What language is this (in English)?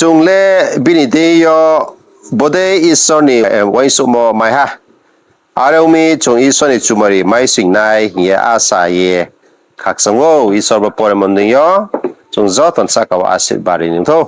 Riang (India)